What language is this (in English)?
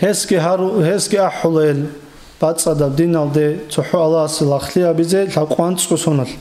Avaric